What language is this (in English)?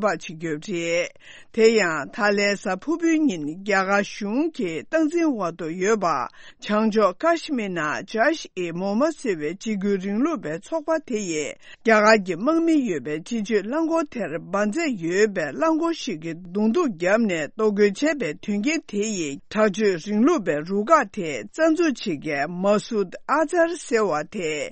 Tibetan